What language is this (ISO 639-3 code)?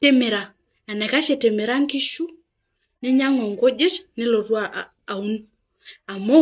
mas